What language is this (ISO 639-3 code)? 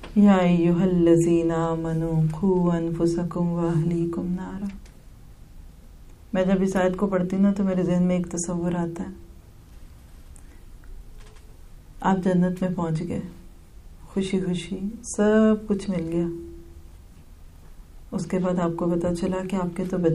urd